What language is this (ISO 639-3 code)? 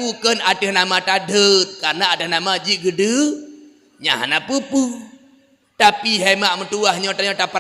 ace